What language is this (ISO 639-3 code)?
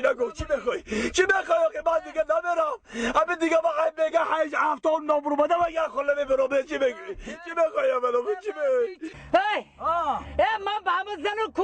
tgk